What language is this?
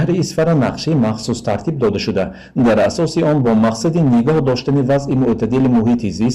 Tajik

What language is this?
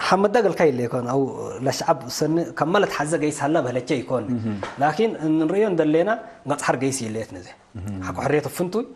Tigre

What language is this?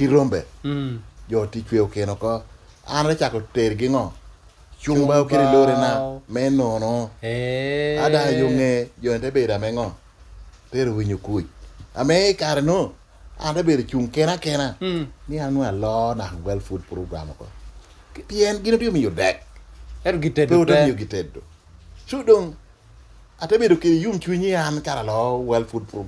Lango (Uganda)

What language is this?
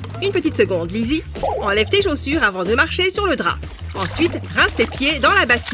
French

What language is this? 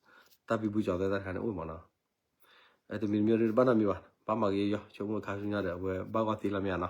S'gaw Karen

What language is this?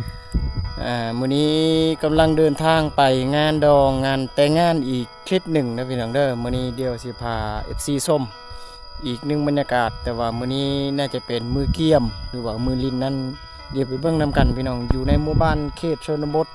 Lao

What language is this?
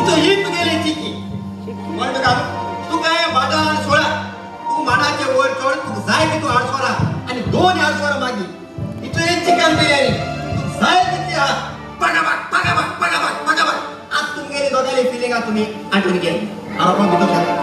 Konkani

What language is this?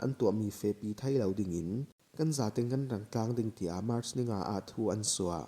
Falam Chin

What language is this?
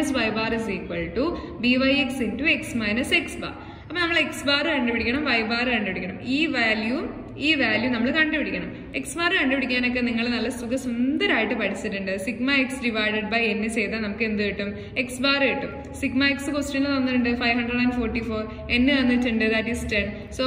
Malayalam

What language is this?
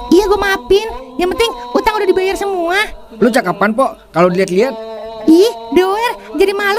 Betawi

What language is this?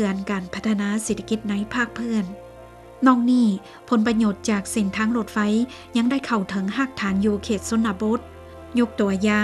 Lao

